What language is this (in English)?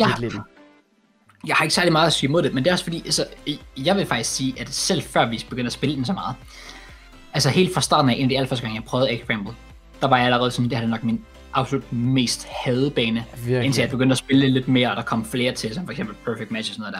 Danish